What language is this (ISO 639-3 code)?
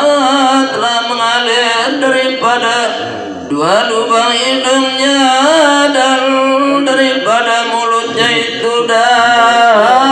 sas